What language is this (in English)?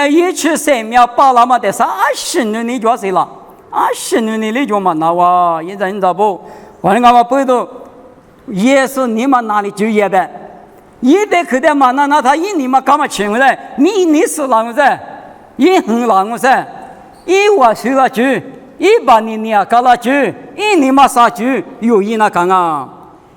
Lisu